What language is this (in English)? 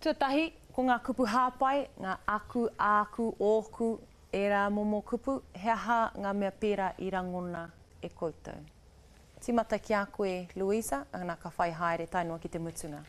Māori